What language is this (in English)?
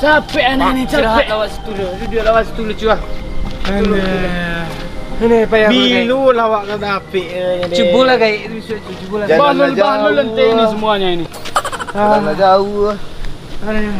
Minangkabau